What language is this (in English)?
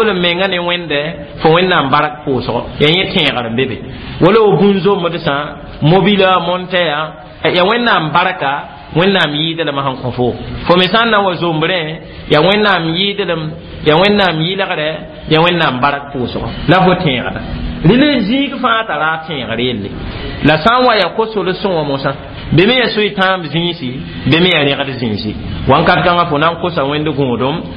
Mossi